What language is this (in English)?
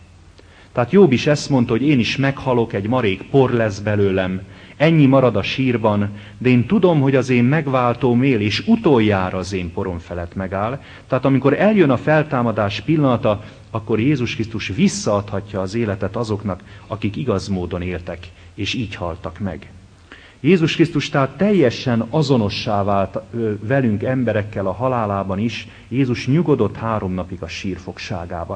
Hungarian